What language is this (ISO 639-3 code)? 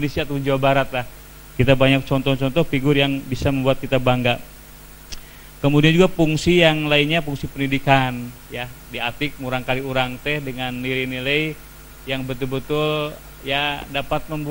ind